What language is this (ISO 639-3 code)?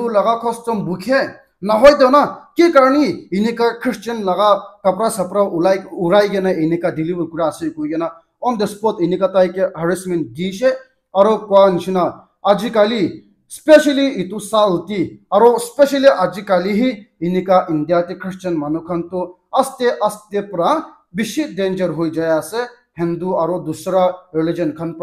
nag